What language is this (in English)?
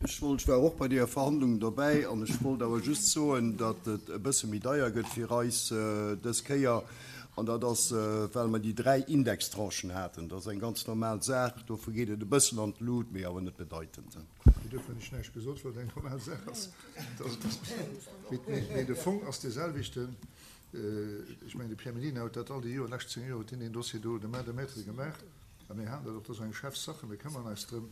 Luxembourgish